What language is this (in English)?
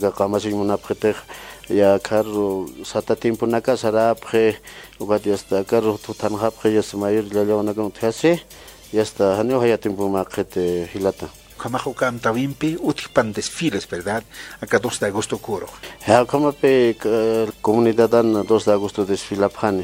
Aymara